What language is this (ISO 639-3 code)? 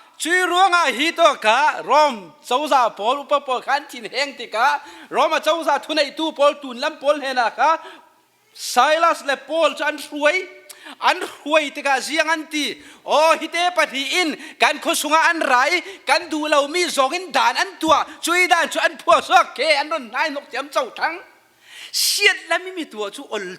cfm